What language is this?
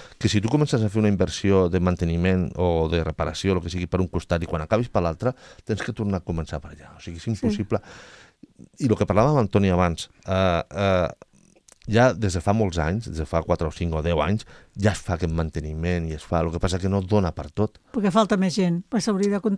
Catalan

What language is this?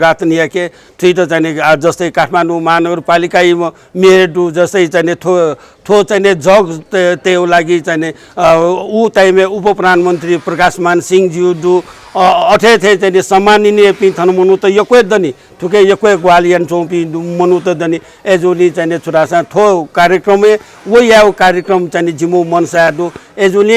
Newari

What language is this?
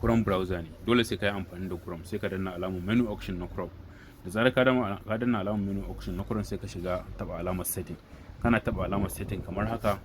Hausa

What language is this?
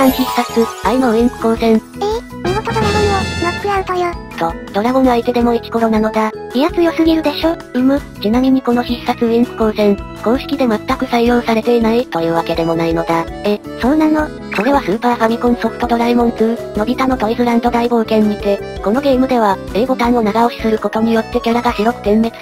Japanese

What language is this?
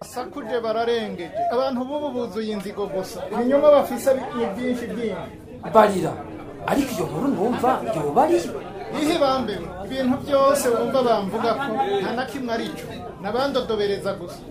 Rundi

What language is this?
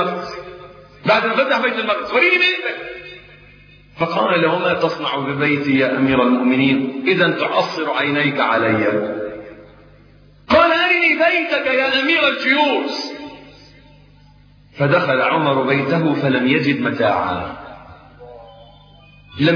Arabic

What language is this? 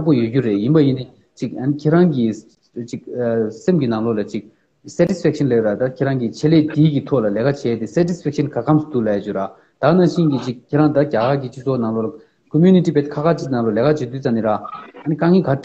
Tibetan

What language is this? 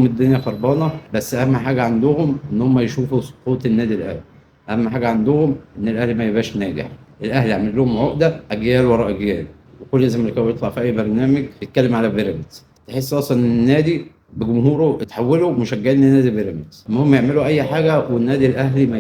Egyptian Arabic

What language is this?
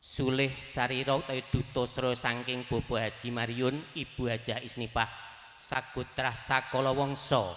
Javanese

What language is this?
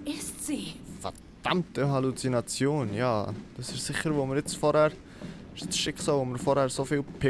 Swiss German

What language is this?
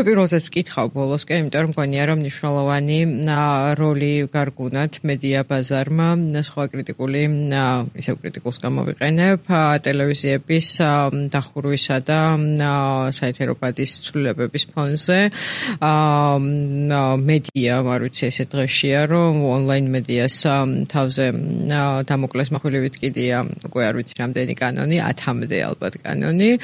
Georgian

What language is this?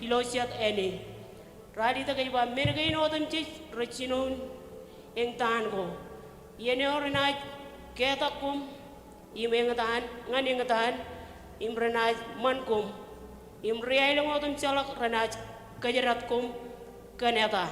Marshallese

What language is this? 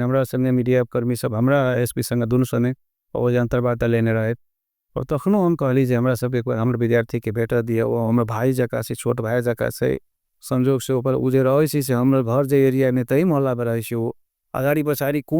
Maithili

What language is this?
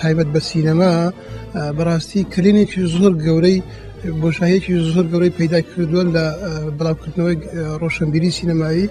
Kurdish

